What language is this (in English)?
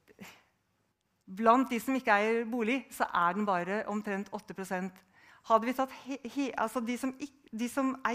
Norwegian